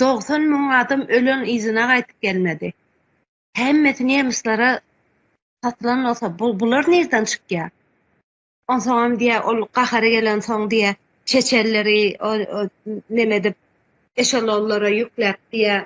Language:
Turkmen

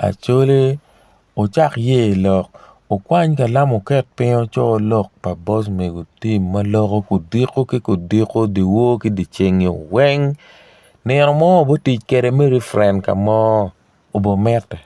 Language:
Acoli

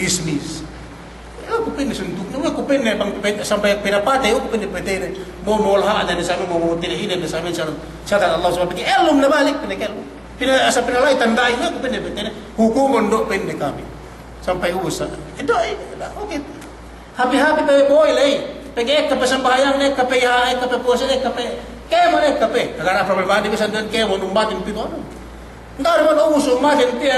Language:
Yakan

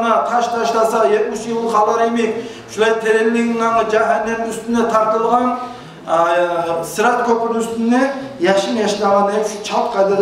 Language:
Kumyk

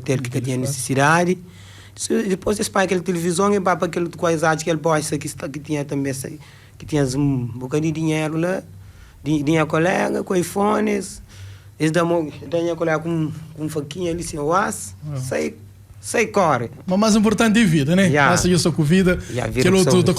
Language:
Kabuverdianu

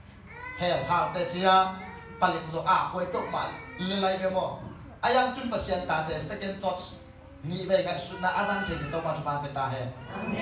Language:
Tedim Chin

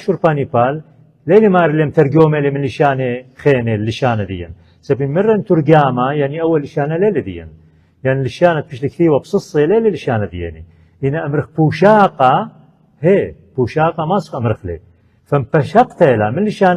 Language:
Assyrian Neo-Aramaic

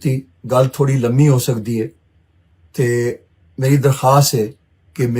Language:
Western Panjabi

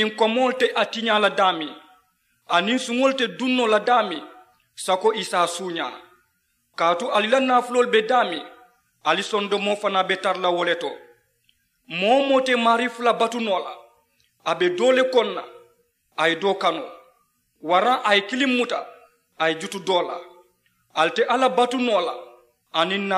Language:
Mandingo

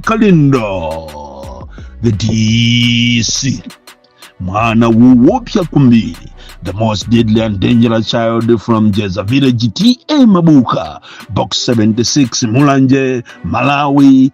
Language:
Nyanja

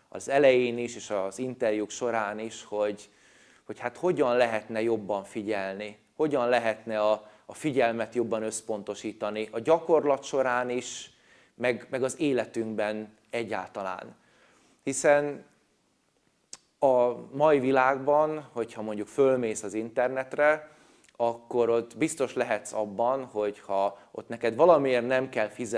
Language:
Hungarian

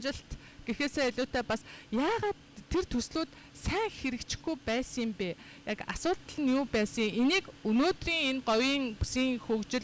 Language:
Mongolian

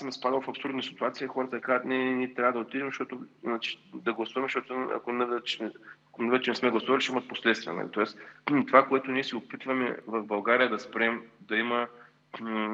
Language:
Bulgarian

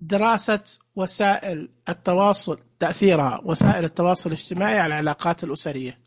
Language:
Najdi Arabic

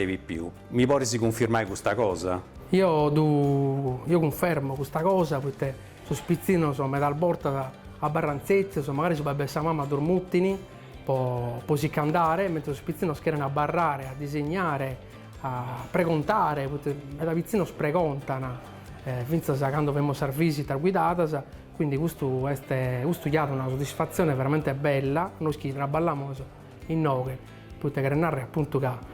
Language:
Sardinian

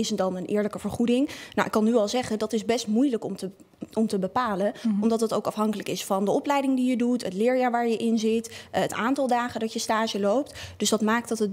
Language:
Dutch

